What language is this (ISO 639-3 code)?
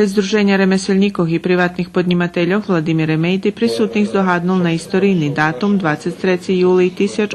rue